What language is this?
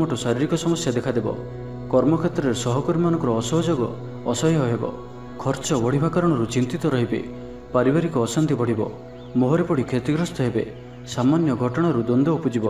Odia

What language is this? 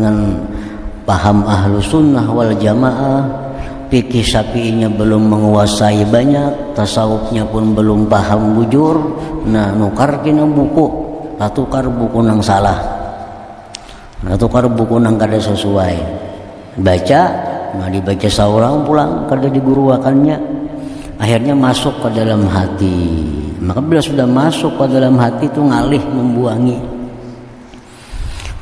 Indonesian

